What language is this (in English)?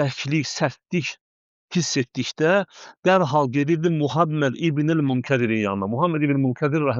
Azerbaijani